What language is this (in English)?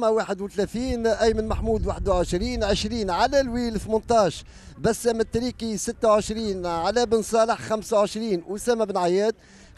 Tunisian Arabic